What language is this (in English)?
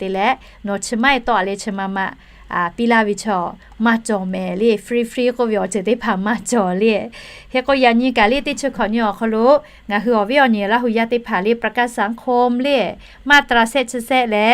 Lahu